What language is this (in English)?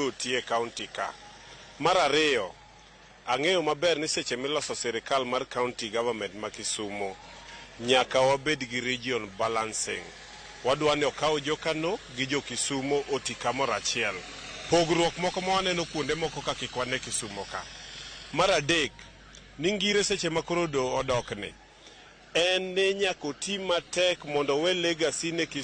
Luo (Kenya and Tanzania)